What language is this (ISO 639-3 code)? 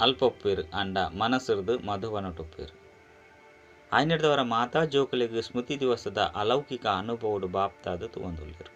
tcy